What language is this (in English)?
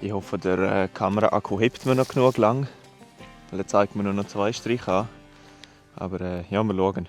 Swiss German